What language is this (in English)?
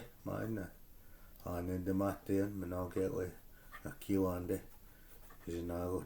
Chippewa